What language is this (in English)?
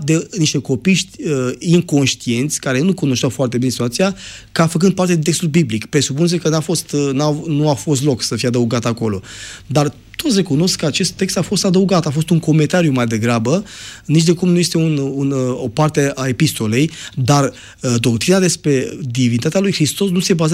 Romanian